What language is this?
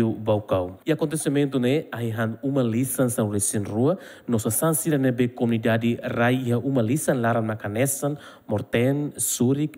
Tetum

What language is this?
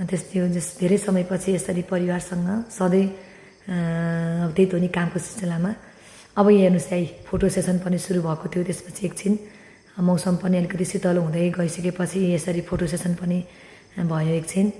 Nepali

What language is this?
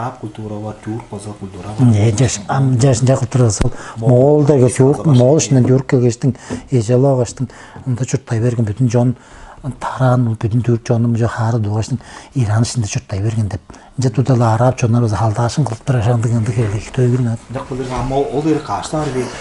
Tuvinian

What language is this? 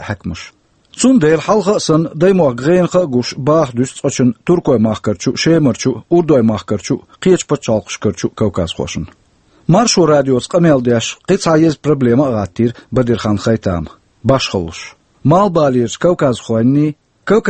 Chechen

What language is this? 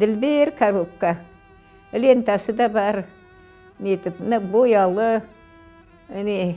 Crimean Tatar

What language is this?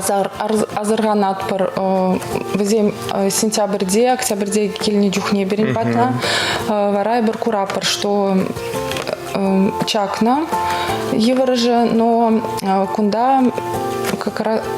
Chuvash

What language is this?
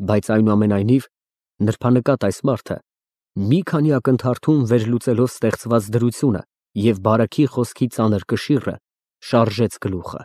Armenian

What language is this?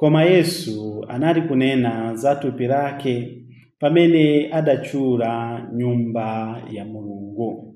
Nyanja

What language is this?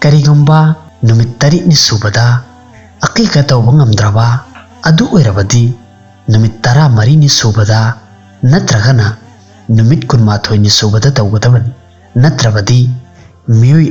Manipuri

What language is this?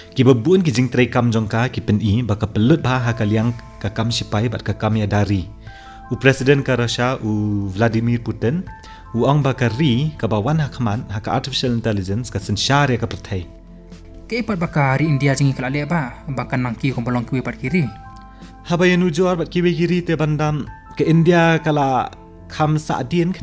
Khasi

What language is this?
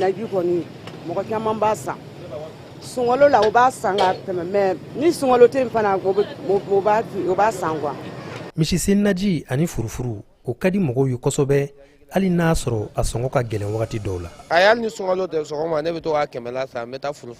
Bambara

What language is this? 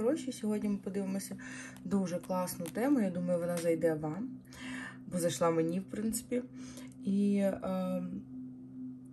Ukrainian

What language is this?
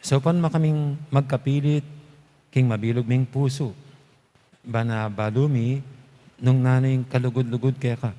Pampanga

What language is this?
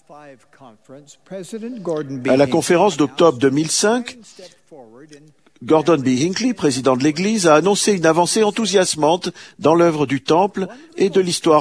French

